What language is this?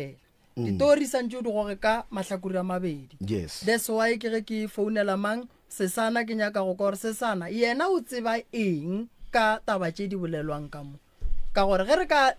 Northern Sotho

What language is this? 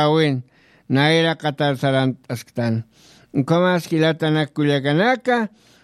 Aymara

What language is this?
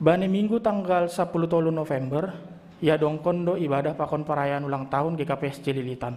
Batak Simalungun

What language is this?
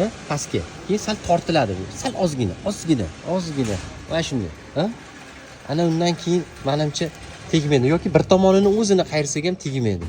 Uzbek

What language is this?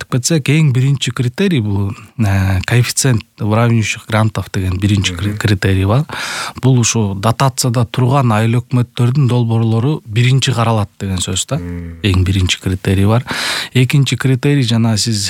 Kyrgyz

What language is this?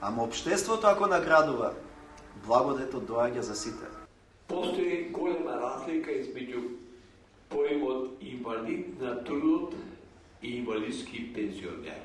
Macedonian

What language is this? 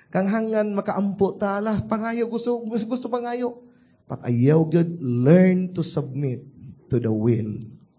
Cebuano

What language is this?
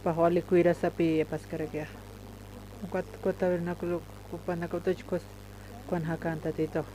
Aymara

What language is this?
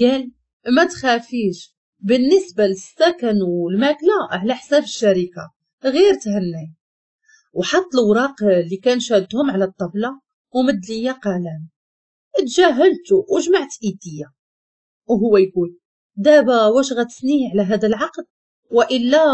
Moroccan Arabic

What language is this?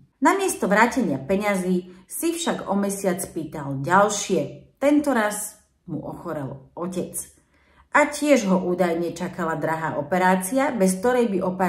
Slovak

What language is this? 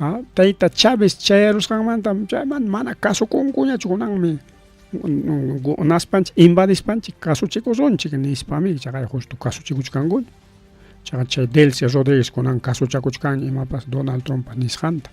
Ayacucho Quechua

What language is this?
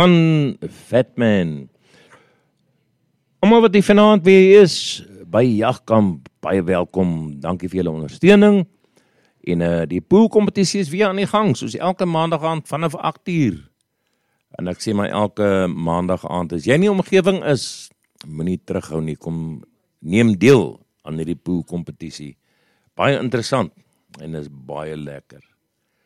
Afrikaans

